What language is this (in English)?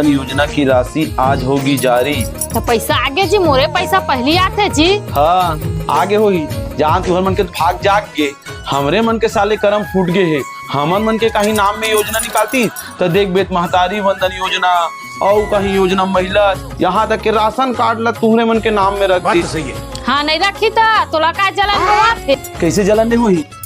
Chhattisgarhi